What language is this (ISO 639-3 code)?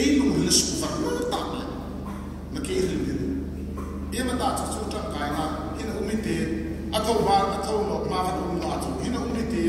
hmr